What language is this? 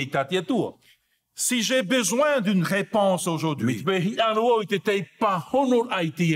Tahitian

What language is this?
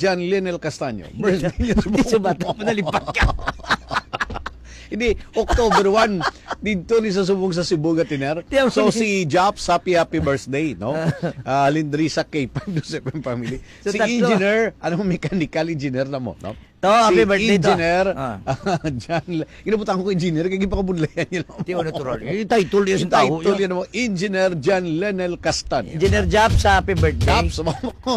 Hiligaynon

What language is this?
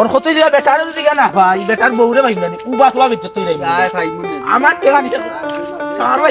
Sylheti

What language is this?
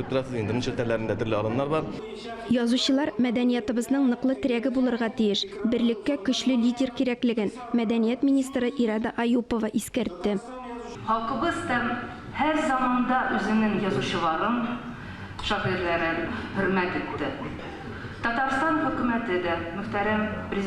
Tatar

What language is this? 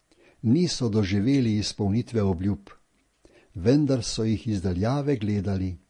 Slovenian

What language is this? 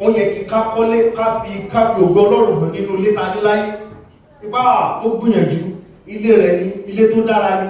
Yoruba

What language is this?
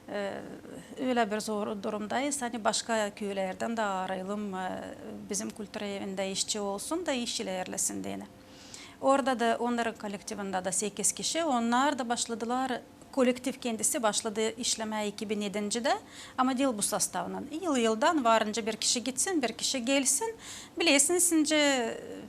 Gagauz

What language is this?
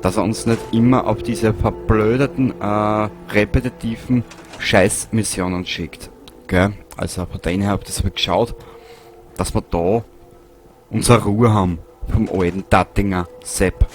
Bavarian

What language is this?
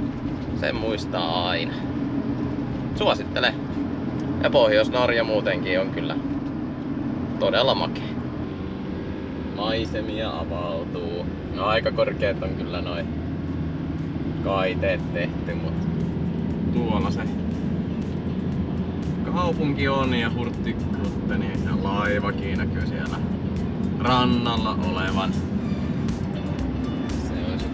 Finnish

